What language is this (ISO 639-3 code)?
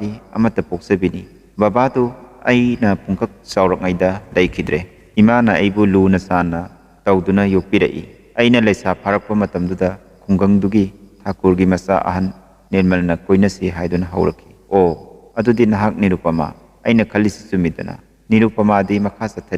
mni